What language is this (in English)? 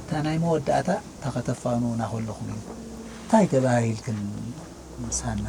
Tigrinya